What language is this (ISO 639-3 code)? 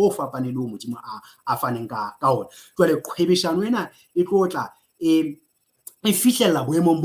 sot